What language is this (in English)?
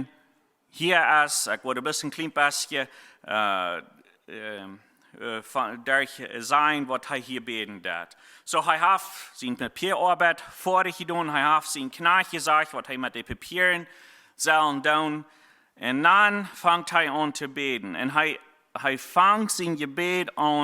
Plautdietsch